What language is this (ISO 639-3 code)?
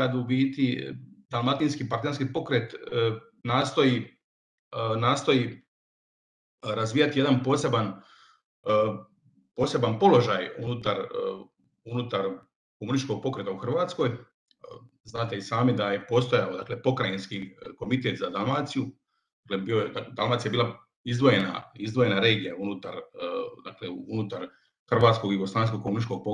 hrv